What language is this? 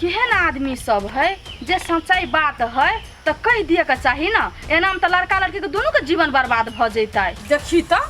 Maithili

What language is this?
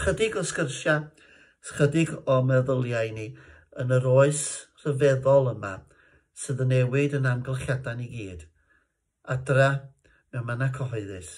Welsh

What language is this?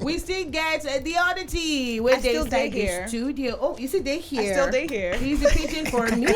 Nigerian Pidgin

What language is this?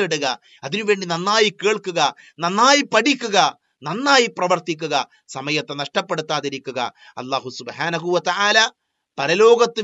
Malayalam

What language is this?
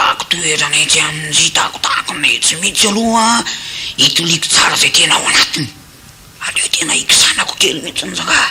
Malagasy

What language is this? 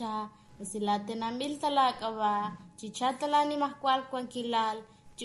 Kekchí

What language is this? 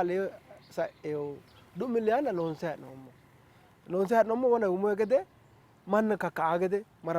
Sidamo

